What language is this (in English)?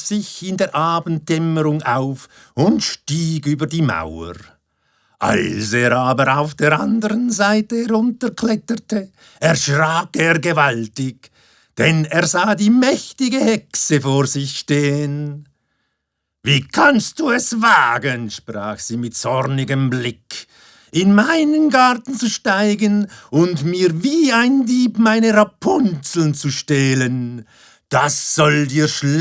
Swiss German